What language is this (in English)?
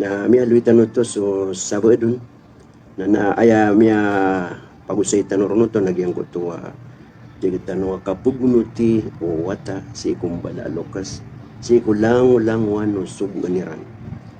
Maranao